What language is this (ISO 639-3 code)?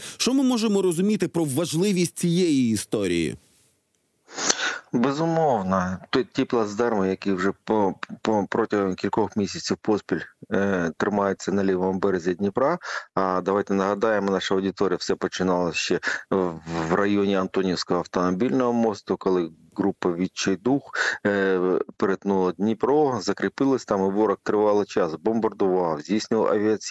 ukr